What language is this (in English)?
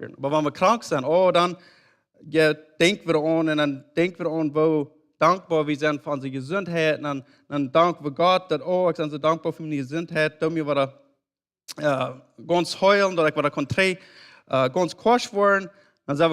Plautdietsch